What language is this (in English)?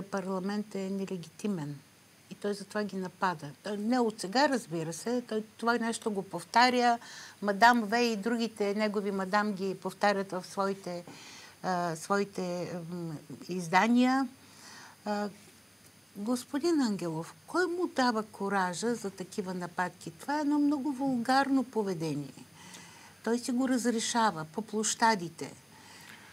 Bulgarian